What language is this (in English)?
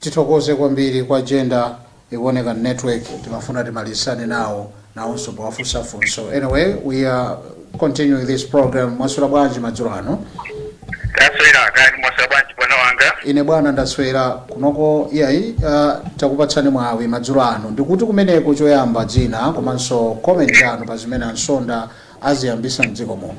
Nyanja